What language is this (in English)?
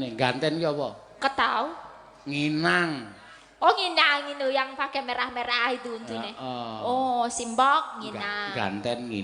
Javanese